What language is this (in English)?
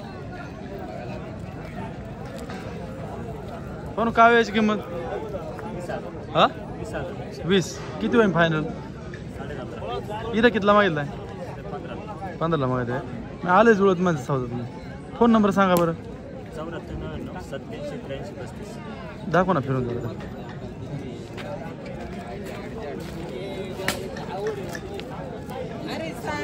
Marathi